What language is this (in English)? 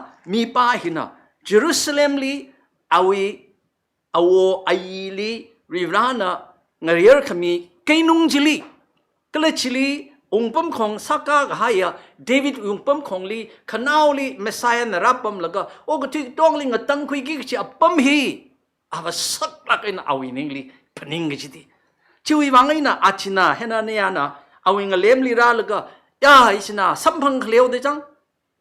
Tangkhul Naga (India)